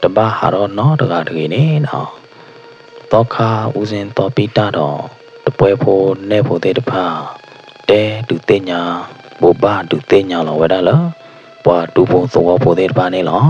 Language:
S'gaw Karen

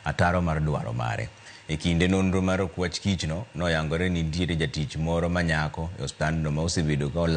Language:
Luo (Kenya and Tanzania)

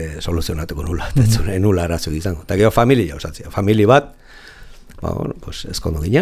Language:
Basque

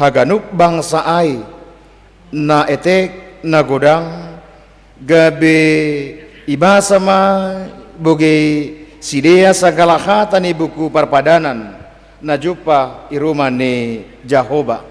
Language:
Batak Simalungun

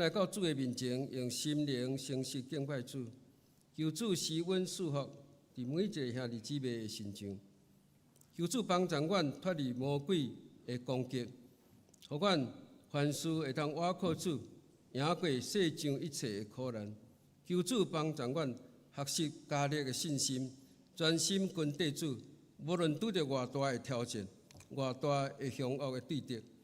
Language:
Min Nan Chinese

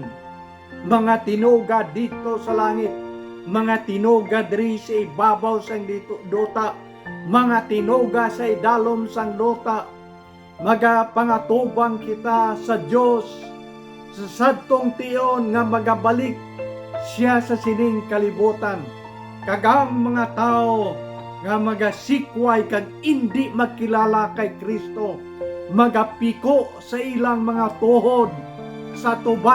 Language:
Hiligaynon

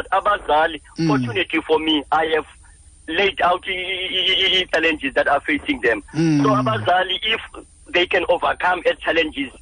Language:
Xhosa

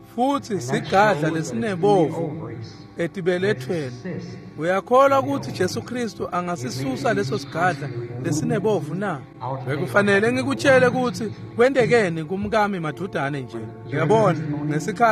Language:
Swati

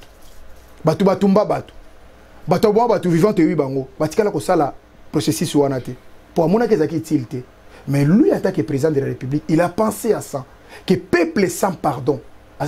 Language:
Lingala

